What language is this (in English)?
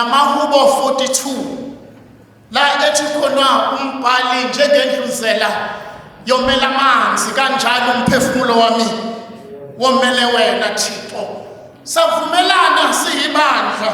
Zulu